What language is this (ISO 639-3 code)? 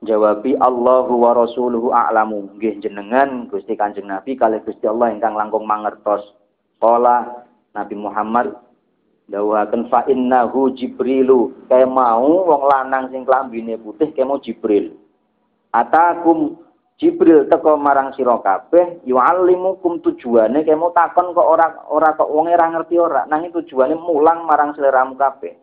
jav